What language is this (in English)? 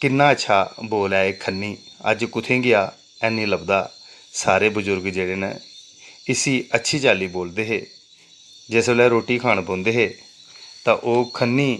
Dogri